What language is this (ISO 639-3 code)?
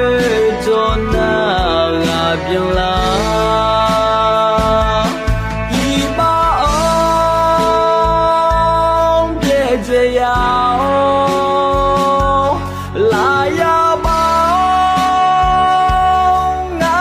ahk